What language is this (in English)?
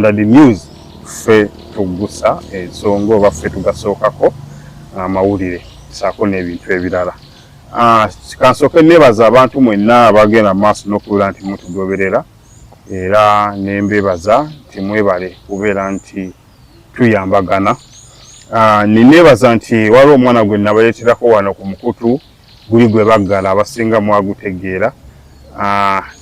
Ganda